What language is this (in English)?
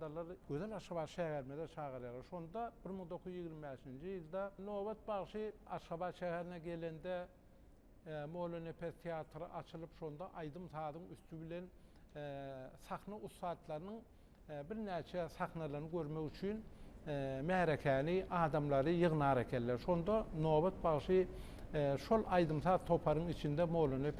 Turkmen